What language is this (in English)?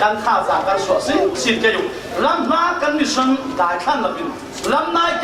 Falam Chin